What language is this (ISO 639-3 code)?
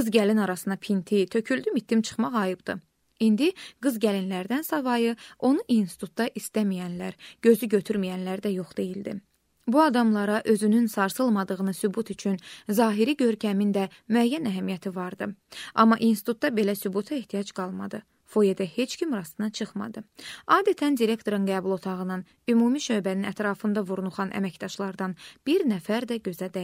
aze